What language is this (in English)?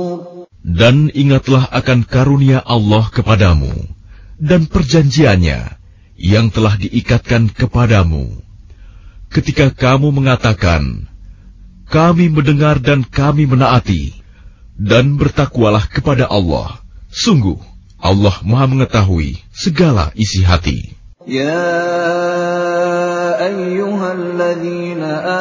Indonesian